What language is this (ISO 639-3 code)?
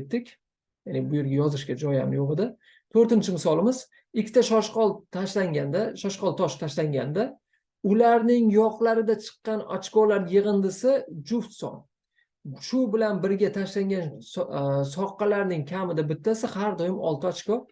uzb